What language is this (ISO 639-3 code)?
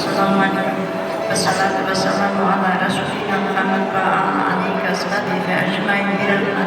kaa